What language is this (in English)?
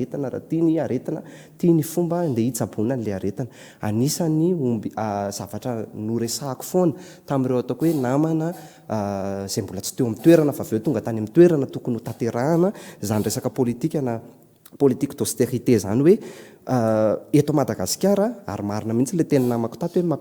Malagasy